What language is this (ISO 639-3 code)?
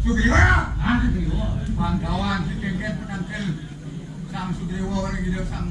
ban